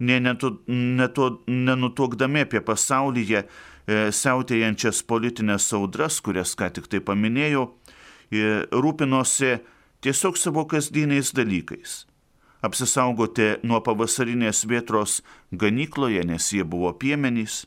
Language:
Lithuanian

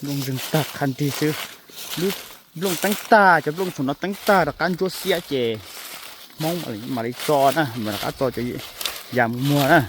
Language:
Hmong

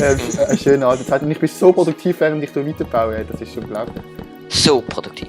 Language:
Swiss German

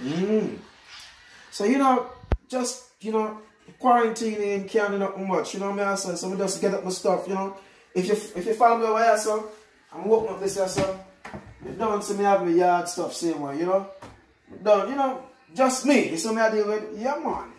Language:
Jamaican Creole English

